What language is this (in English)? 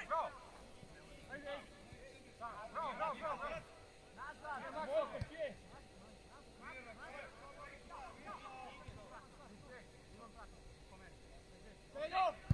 Serbian